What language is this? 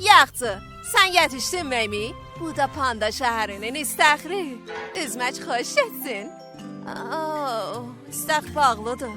South Azerbaijani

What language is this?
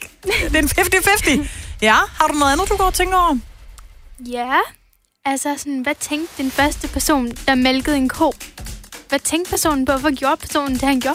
Danish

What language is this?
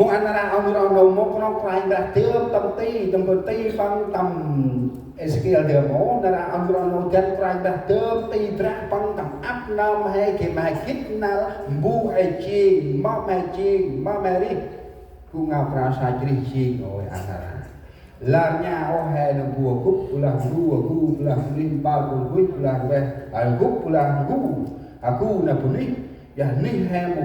Central Mnong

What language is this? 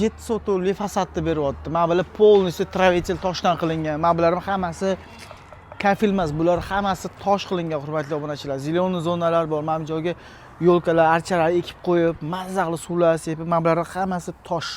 Uzbek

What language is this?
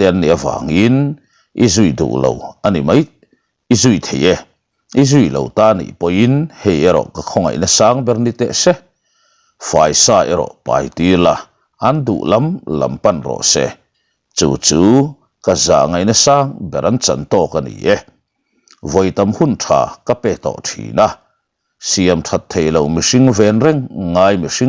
Mizo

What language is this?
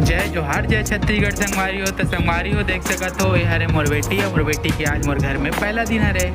Chhattisgarhi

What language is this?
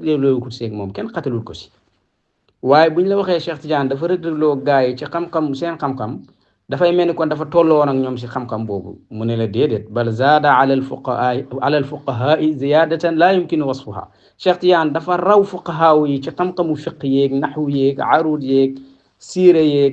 Wolof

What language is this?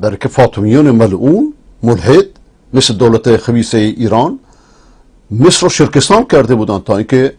Persian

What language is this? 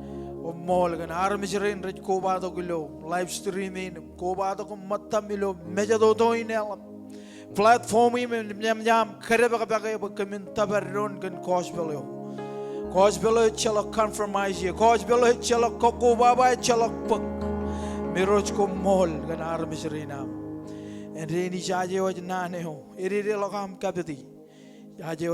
Marshallese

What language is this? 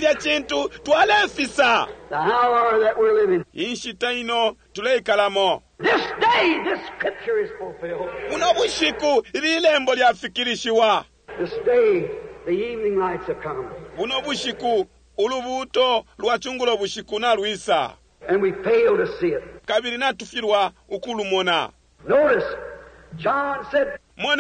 Bemba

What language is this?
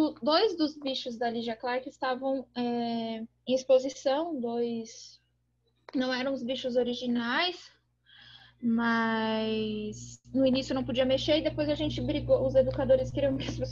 Portuguese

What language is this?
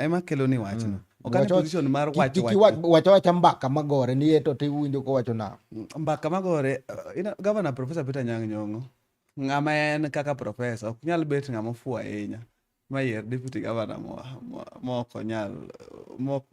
Luo (Kenya and Tanzania)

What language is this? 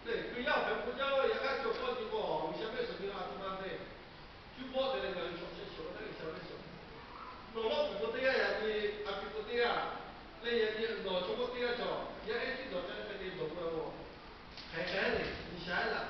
Lahu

